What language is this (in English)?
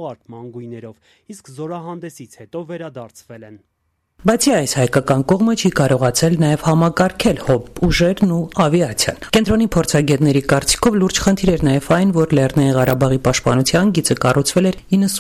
Armenian